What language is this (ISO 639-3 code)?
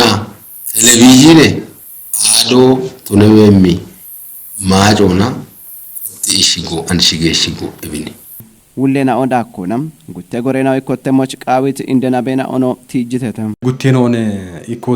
kbr